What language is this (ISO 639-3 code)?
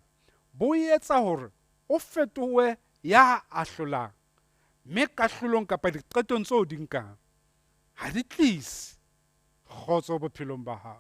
sot